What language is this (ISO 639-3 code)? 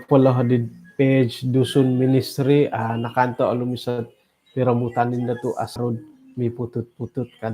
dtp